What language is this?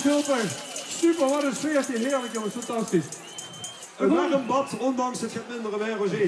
Limburgish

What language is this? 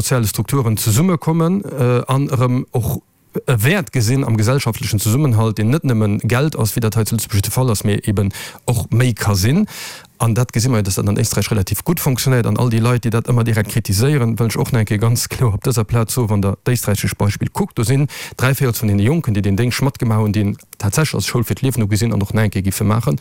Luxembourgish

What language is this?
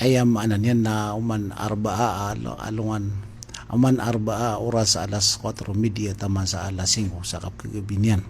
Maranao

